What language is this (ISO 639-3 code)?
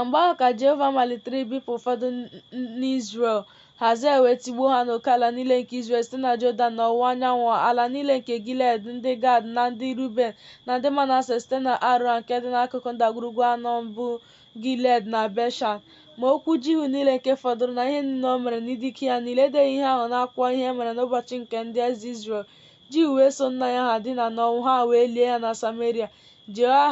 ibo